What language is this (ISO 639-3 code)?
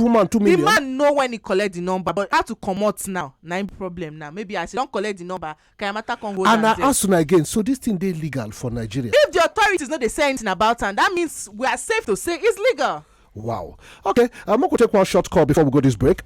pcm